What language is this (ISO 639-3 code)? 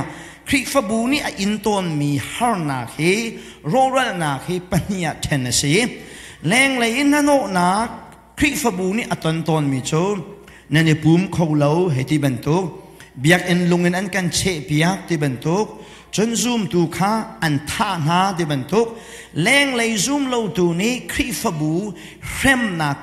cnh